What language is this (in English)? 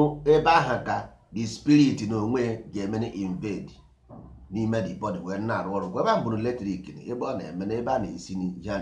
Igbo